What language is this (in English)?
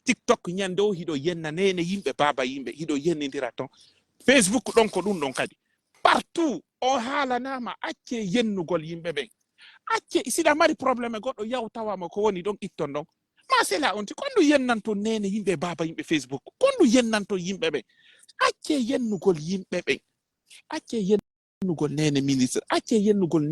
Pular